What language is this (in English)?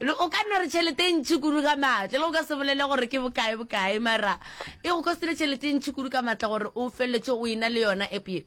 Northern Sotho